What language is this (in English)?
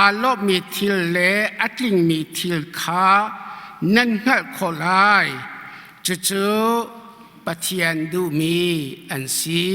Hakha Chin